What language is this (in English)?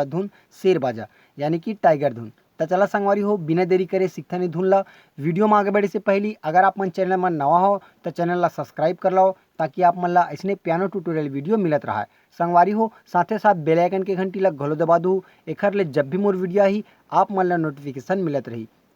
Chhattisgarhi